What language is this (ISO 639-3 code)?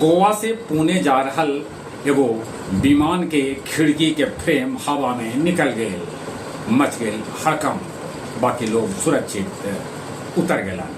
mag